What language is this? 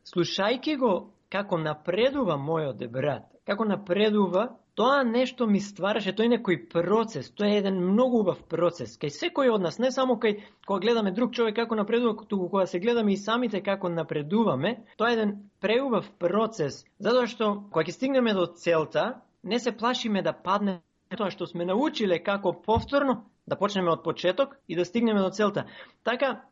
Macedonian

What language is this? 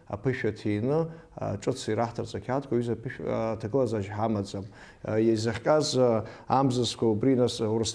Abkhazian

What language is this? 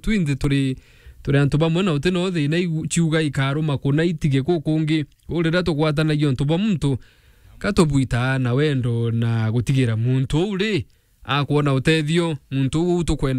Meru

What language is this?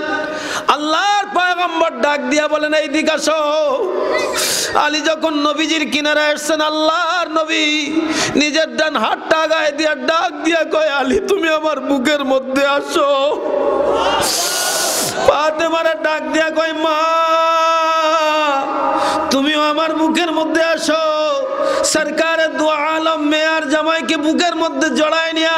Bangla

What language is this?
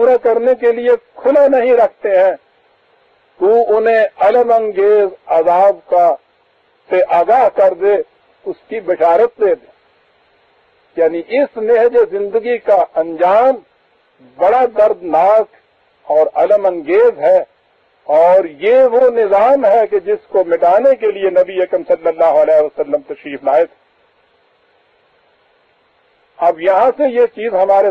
Urdu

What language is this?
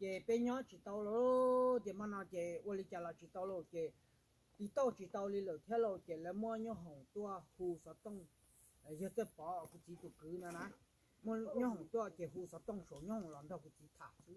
Hmong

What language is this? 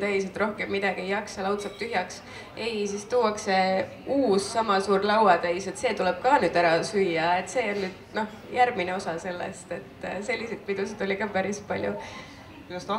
Estonian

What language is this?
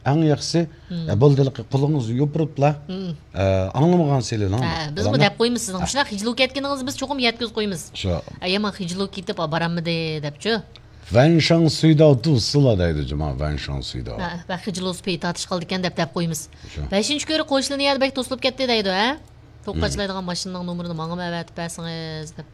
Uyghur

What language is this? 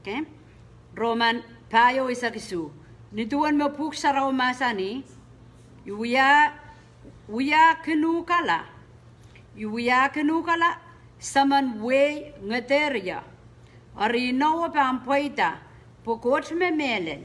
Pohnpeian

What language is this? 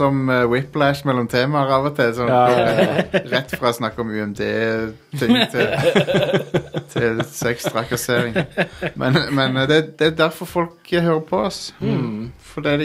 Norwegian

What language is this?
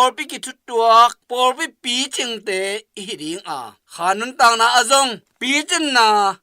Tedim Chin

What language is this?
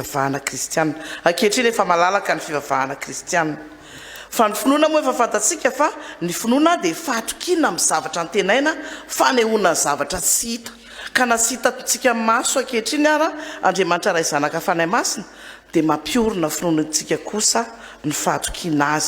Malagasy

